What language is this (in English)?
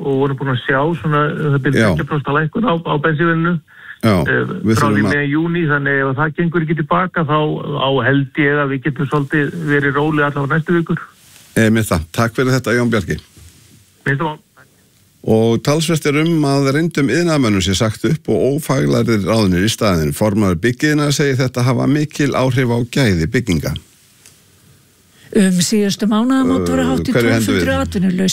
Icelandic